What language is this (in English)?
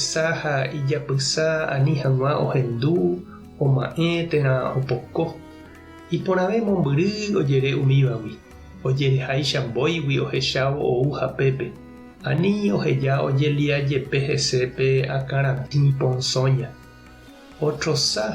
Guarani